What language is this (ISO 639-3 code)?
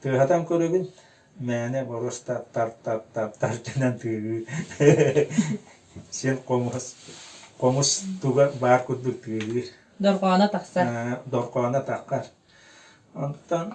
sah